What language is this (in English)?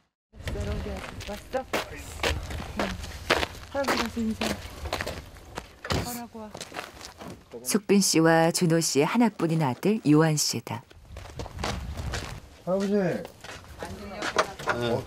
Korean